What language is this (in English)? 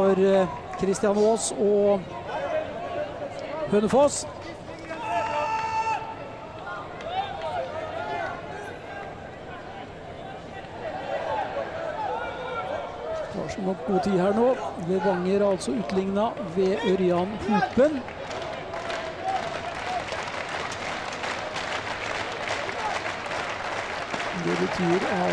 Norwegian